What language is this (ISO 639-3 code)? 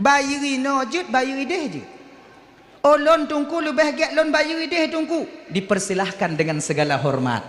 ace